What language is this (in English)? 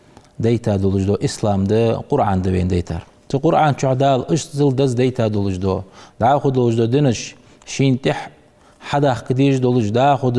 Ingush